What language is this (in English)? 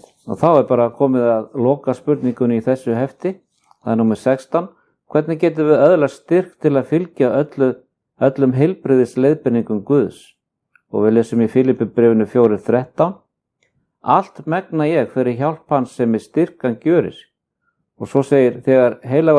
Icelandic